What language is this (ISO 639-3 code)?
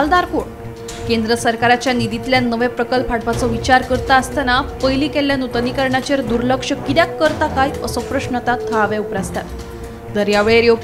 kok